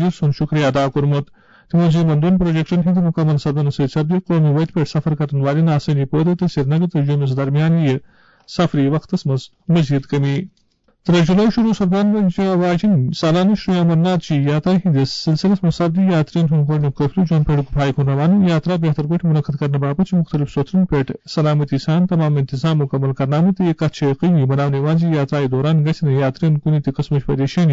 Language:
Kashmiri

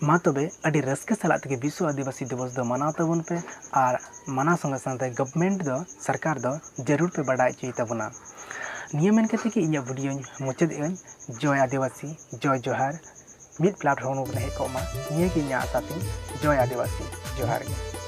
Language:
Santali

